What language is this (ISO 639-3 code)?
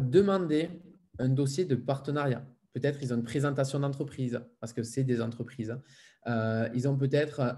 fra